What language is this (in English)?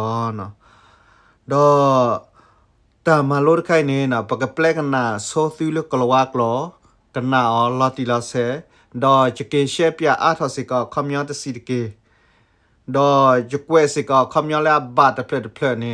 S'gaw Karen